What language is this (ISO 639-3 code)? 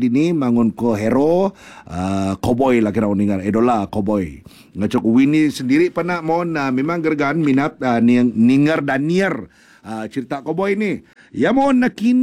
iba